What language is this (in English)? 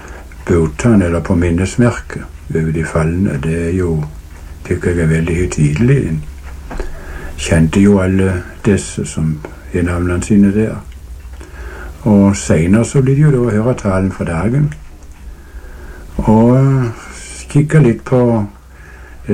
Norwegian